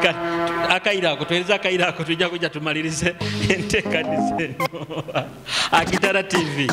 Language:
Nyoro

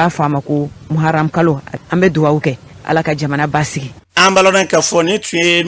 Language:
Bambara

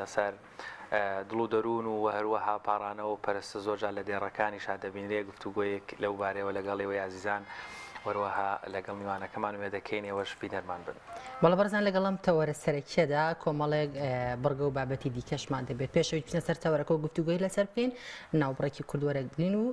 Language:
Central Kurdish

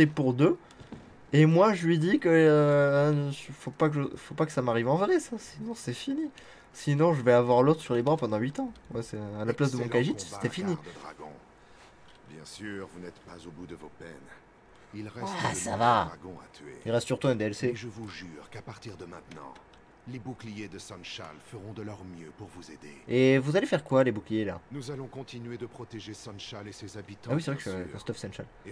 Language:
French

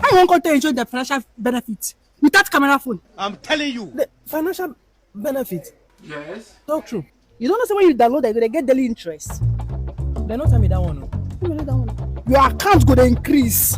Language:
Nigerian Pidgin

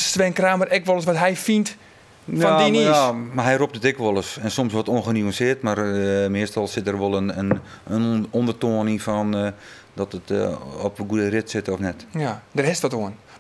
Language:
Western Frisian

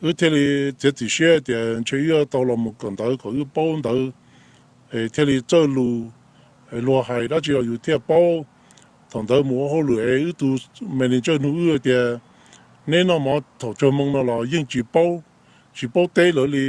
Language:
Hmong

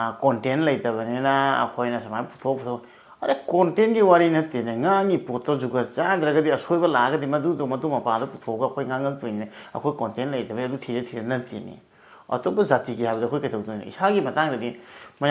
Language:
Manipuri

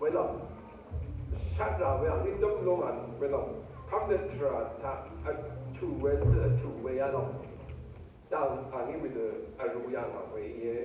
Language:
Rawang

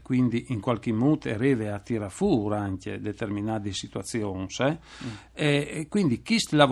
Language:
Friulian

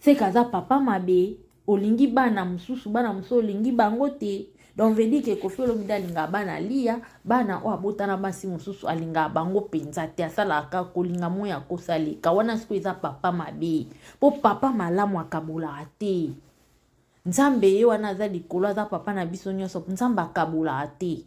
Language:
Lingala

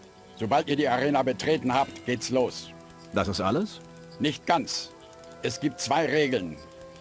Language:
Bavarian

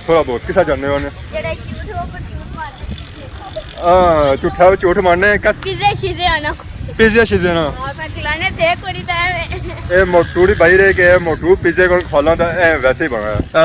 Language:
Pahari-Potwari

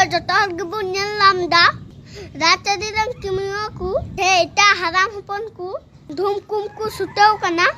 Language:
Santali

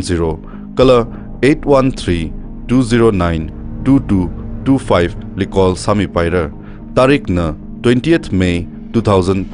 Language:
Tangkhul Naga (India)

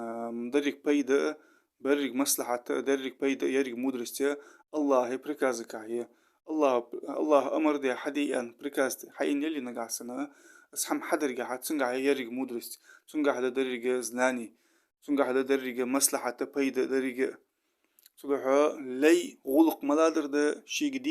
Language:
Ingush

